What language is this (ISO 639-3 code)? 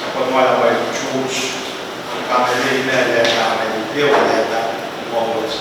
pon